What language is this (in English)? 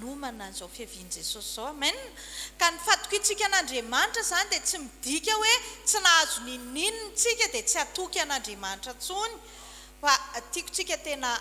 Malagasy